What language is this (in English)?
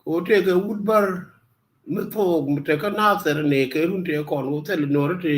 Nuer